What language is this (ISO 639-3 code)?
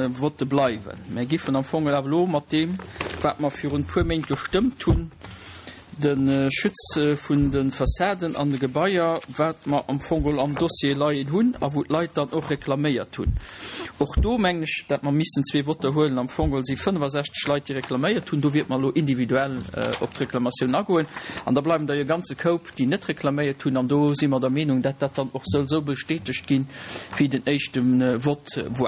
ltz